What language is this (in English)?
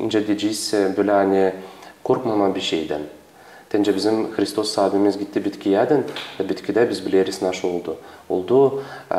Gagauz